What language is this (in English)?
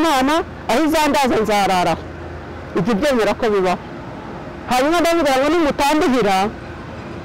Kinyarwanda